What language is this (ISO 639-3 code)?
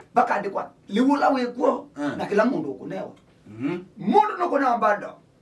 kam